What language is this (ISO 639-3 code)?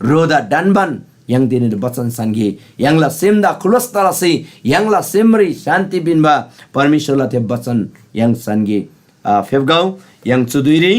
taj